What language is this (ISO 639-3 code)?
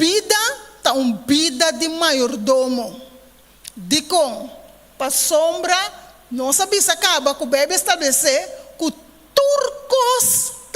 pap